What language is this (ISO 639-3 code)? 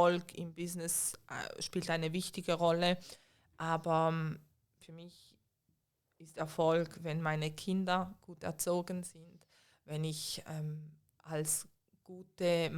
gsw